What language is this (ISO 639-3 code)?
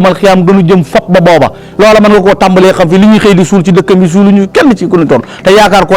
wol